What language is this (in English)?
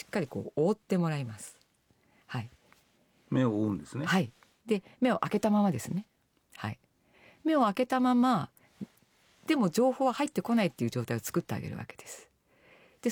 Japanese